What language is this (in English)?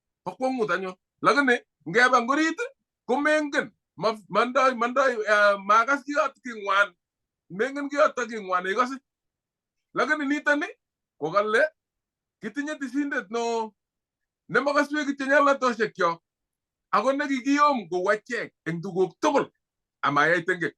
Kalenjin